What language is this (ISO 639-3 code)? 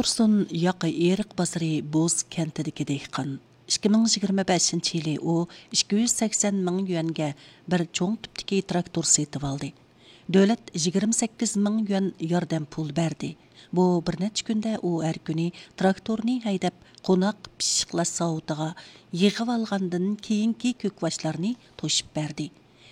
uig